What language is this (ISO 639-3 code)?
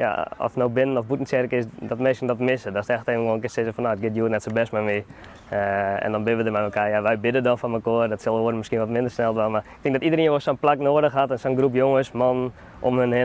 fry